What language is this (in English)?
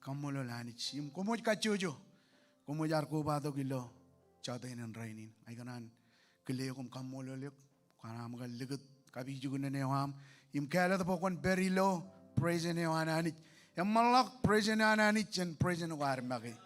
Marshallese